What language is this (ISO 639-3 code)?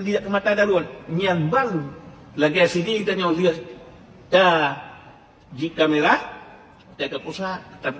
ace